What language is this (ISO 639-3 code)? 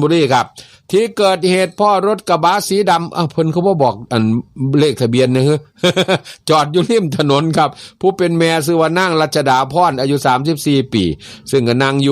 tts